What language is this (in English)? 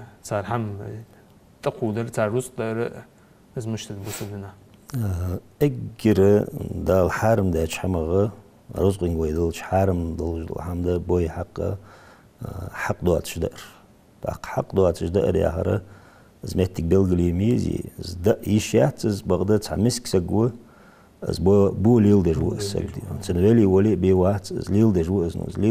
Ingush